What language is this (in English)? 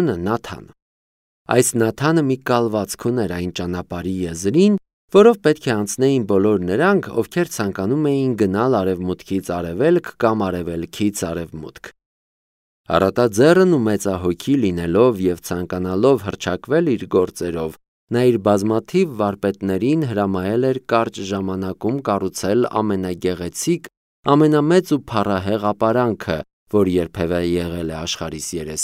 Armenian